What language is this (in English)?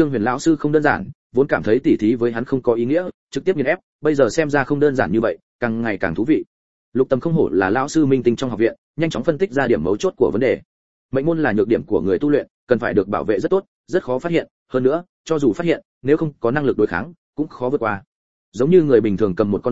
Vietnamese